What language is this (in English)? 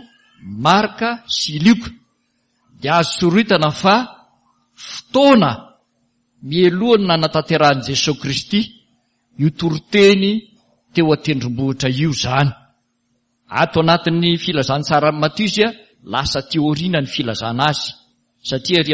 Malagasy